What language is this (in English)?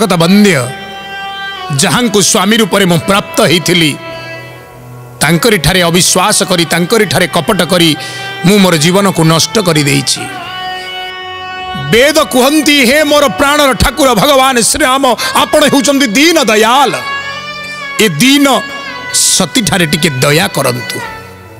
Odia